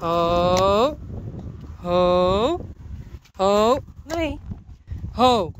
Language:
Western Frisian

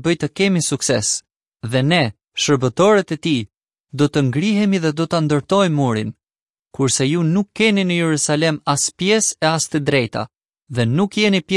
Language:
Albanian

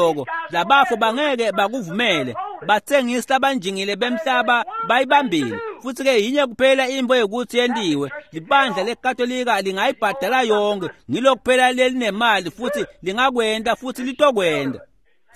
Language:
Swati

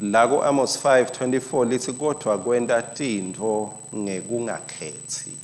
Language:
Swati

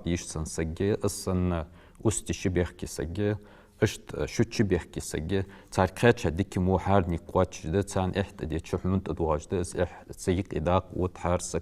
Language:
Ingush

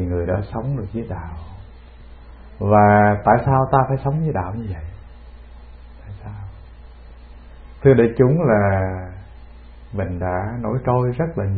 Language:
Vietnamese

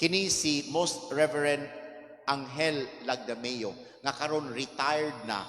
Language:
Cebuano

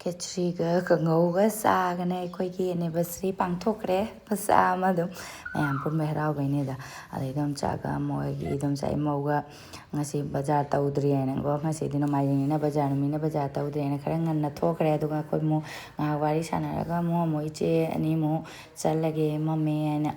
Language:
Manipuri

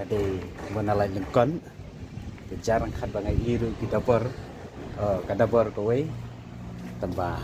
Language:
Khasi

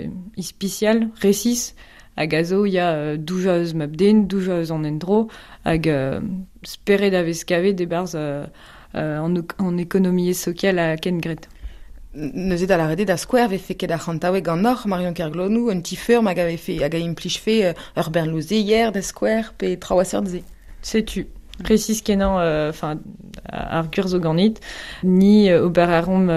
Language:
Breton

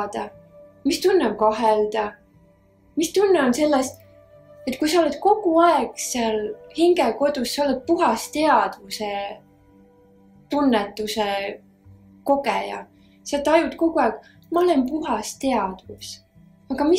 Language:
Estonian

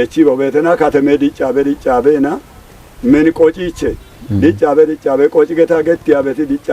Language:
Kafa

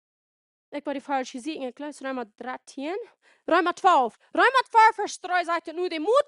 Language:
Plautdietsch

